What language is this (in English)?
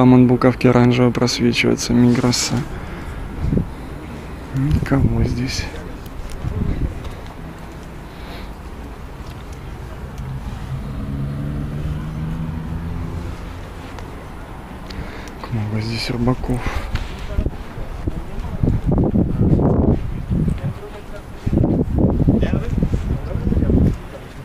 Russian